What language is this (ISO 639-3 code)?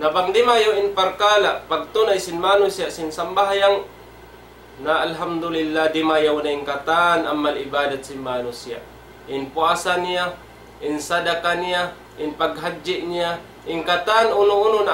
tsg